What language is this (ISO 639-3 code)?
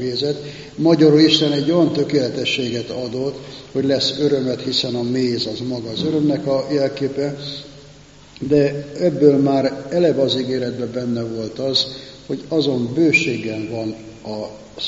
hun